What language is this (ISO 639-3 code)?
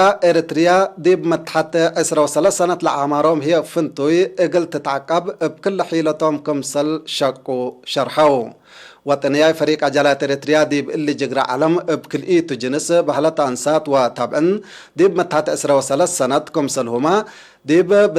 tig